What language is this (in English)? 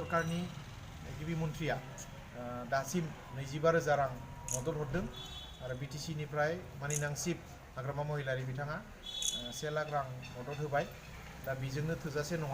Bodo